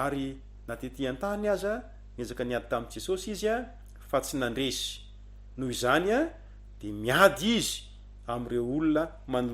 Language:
Malagasy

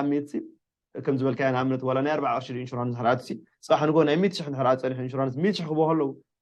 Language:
Tigrinya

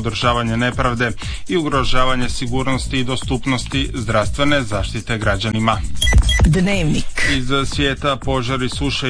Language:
Croatian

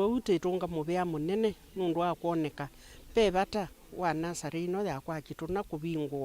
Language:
Kamba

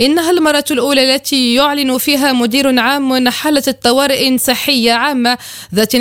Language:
Arabic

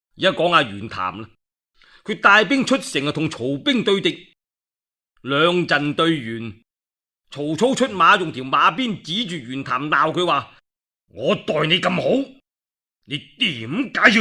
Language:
Cantonese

